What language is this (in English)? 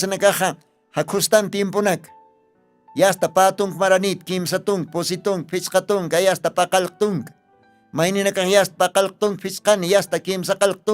Aymara